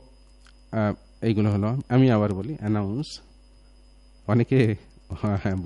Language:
Bangla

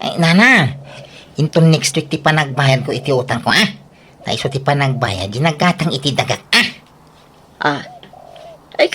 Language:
Iloko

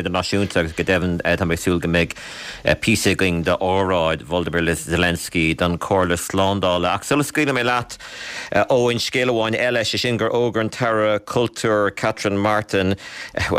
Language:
Irish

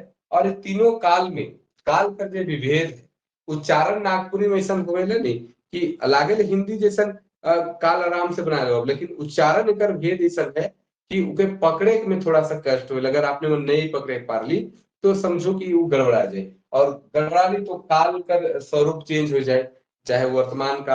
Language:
Sadri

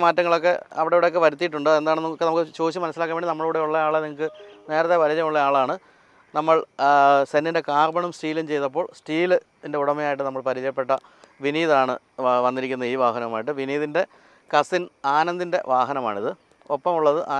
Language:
Malayalam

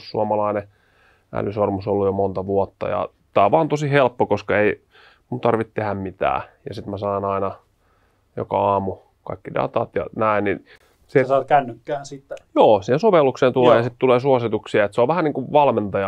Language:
Finnish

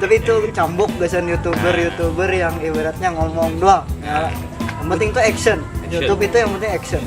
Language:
Banjar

